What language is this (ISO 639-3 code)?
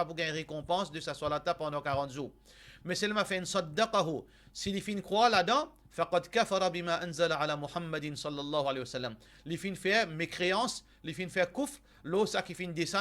mfe